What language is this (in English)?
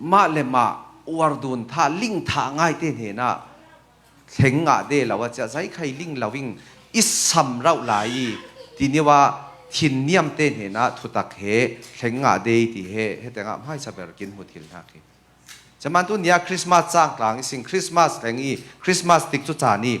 Falam Chin